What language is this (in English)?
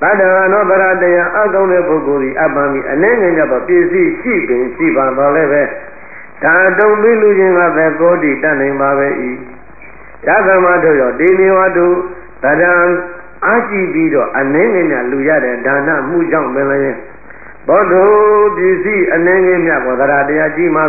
Burmese